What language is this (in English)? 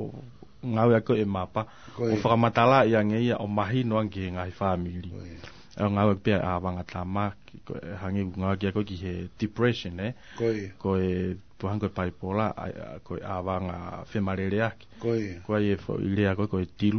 Tongan